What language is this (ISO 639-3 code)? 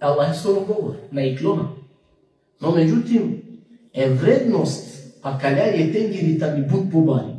rmn